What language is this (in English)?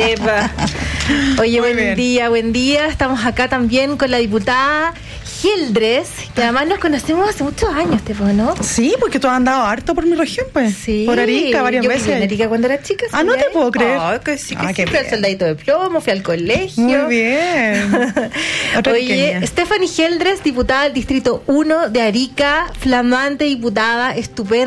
Spanish